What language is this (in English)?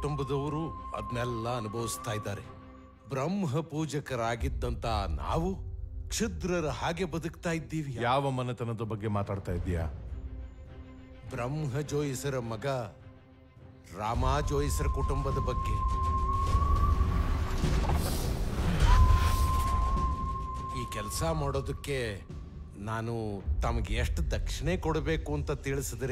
Kannada